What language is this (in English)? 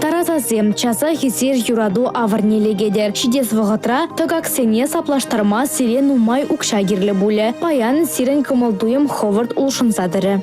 Chuvash